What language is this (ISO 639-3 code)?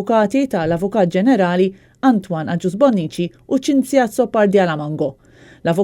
mlt